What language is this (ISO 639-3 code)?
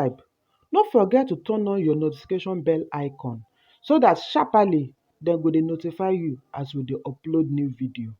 pcm